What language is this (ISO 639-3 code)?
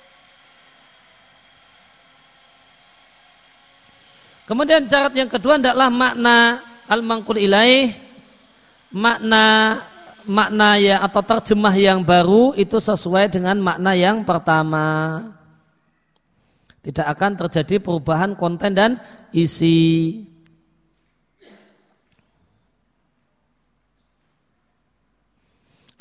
ind